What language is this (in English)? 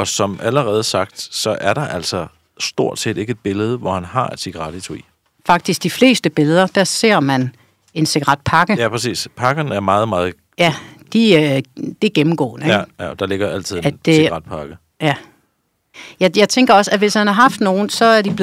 Danish